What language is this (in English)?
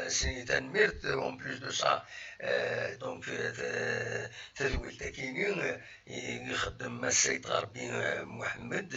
Kabyle